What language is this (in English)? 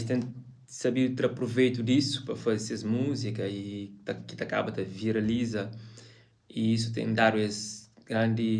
Kabuverdianu